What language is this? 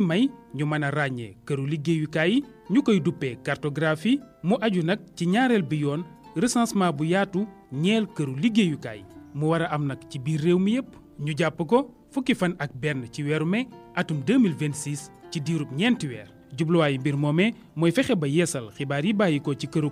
Wolof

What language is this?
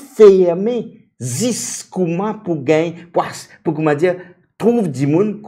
Morisyen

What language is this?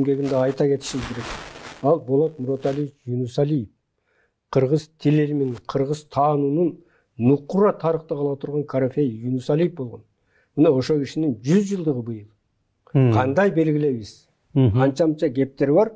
Kyrgyz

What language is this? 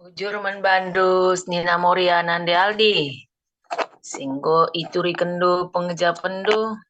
Batak Karo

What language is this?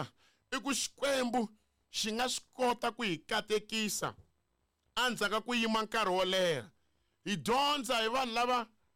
Tsonga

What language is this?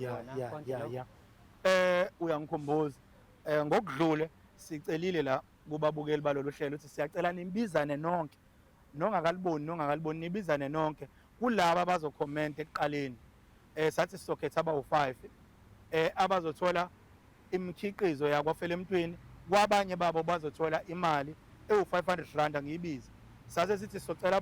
Zulu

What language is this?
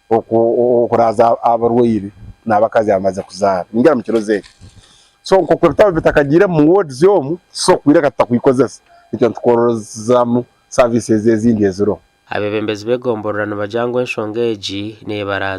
Nyankole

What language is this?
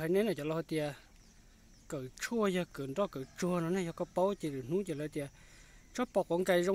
Hmong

